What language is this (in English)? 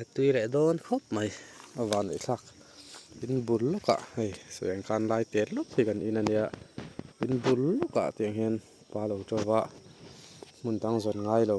Mizo